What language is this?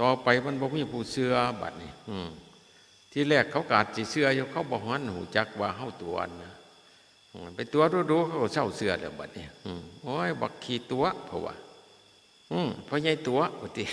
Northeastern Thai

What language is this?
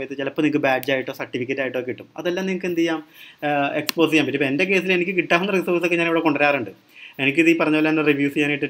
Malayalam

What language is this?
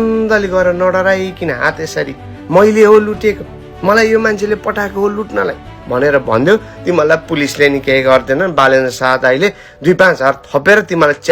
Nepali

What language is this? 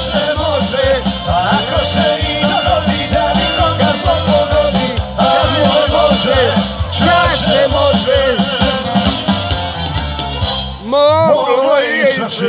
Croatian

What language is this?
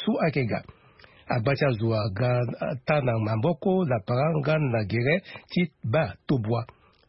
Sango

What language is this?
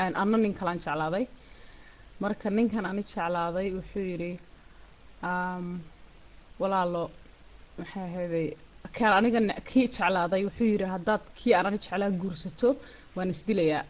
Somali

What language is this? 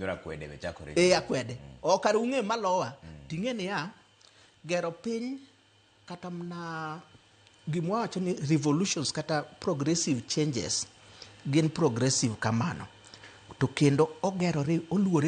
Luo (Kenya and Tanzania)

